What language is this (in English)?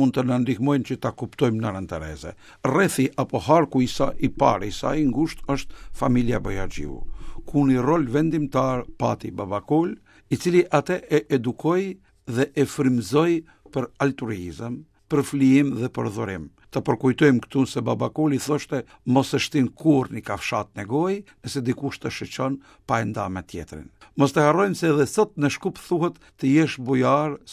Albanian